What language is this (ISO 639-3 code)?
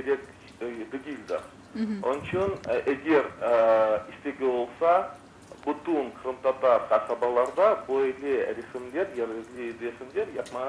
crh